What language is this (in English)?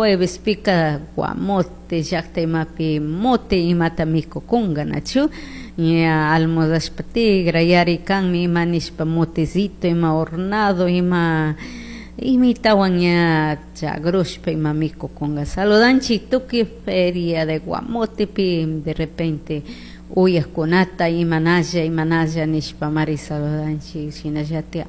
Chimborazo Highland Quichua